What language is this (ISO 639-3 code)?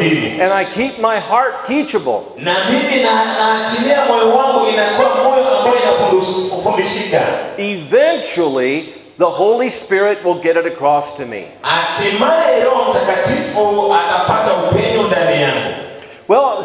swa